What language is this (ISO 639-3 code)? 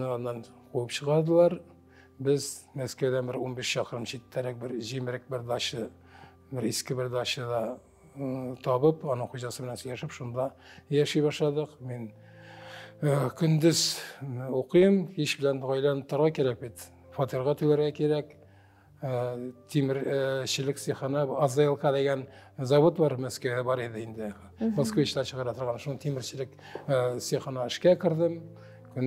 tat